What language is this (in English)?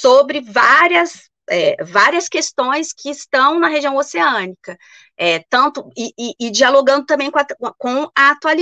Portuguese